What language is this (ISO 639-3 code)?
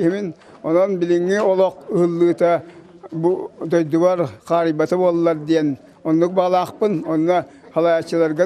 sah